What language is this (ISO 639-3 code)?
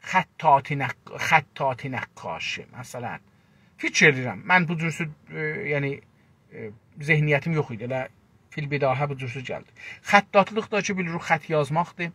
azb